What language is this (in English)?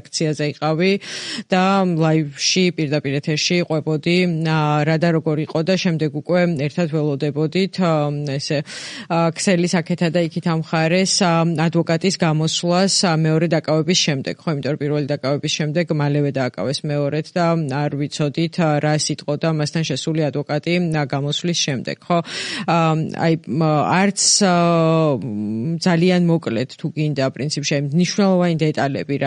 Georgian